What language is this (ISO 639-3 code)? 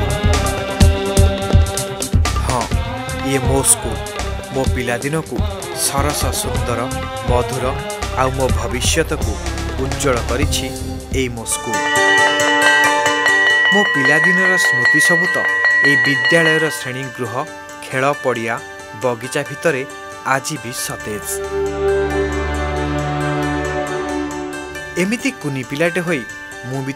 ori